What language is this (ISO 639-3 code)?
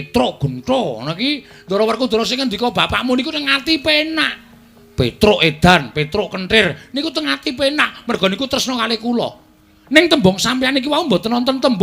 jav